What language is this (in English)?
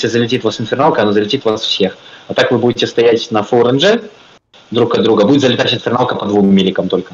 Russian